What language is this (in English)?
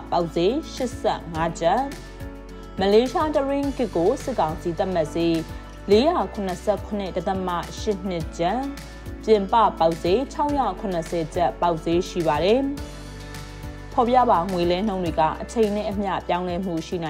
Burmese